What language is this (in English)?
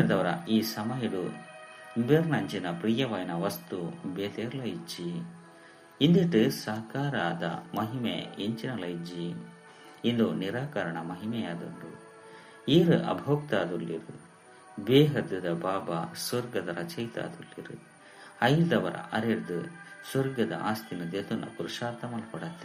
Tulu